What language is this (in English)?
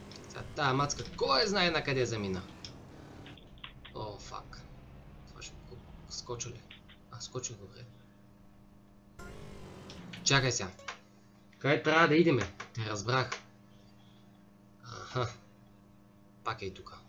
Bulgarian